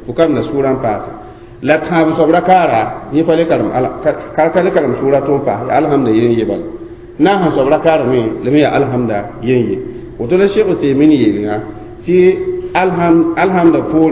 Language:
Mossi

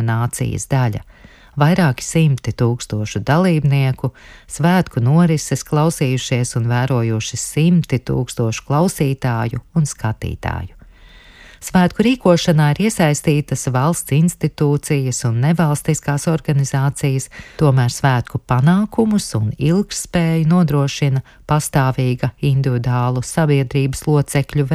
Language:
Latvian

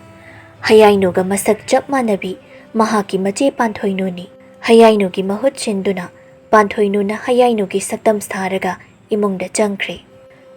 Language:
Manipuri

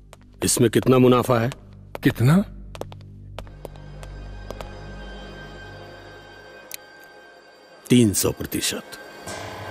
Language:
Bhojpuri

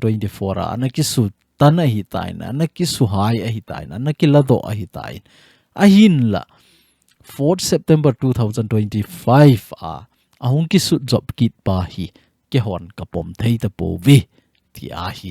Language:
Thado Chin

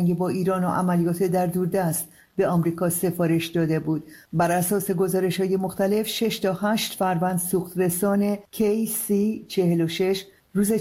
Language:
Persian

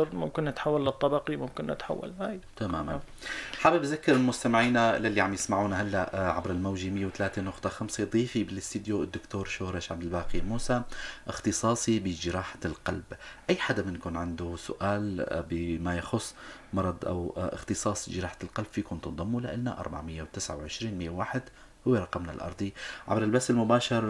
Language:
North Levantine Arabic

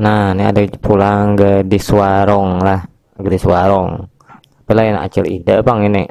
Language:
Banjar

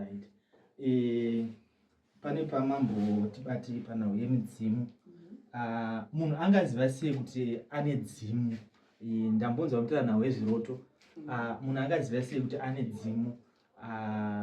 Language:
Shona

